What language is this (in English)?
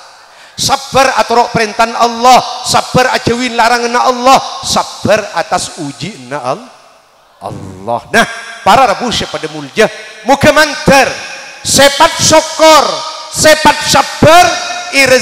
Madurese